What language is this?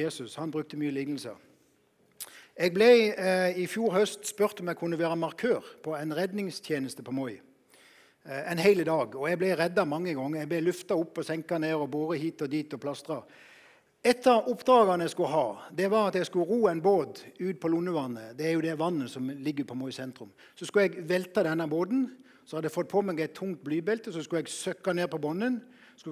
Norwegian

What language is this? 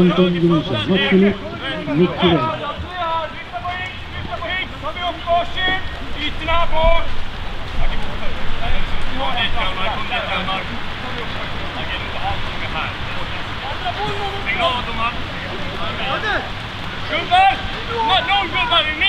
Swedish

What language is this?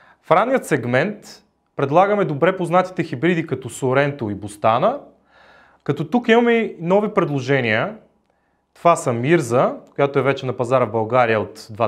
Bulgarian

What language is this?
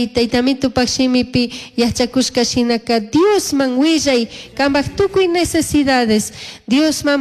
Chimborazo Highland Quichua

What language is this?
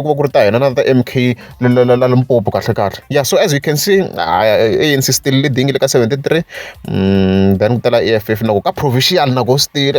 Tsonga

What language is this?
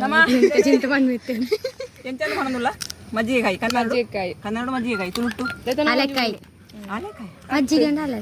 Tulu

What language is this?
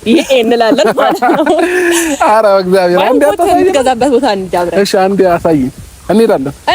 Amharic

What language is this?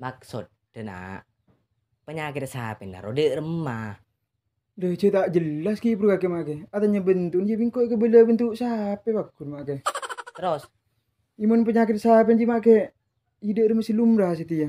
Madurese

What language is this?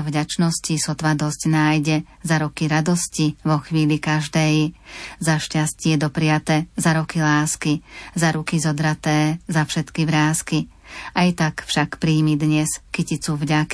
Slovak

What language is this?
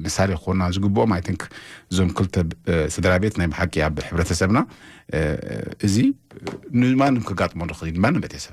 Tigrinya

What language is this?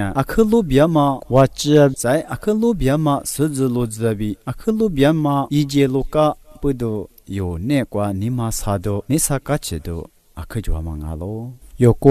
Lisu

